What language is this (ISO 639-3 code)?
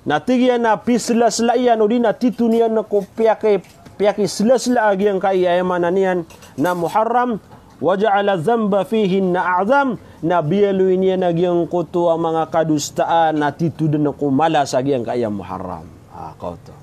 mrw